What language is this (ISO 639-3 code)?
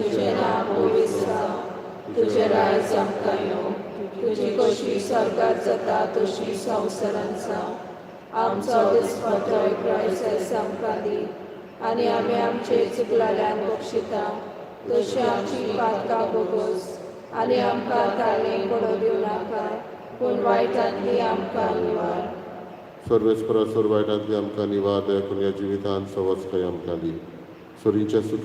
kok